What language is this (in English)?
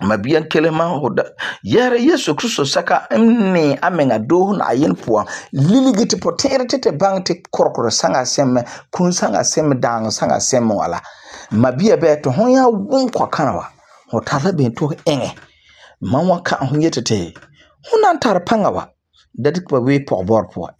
Frafra